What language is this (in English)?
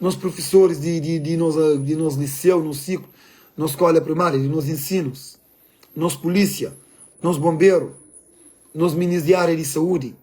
Kabuverdianu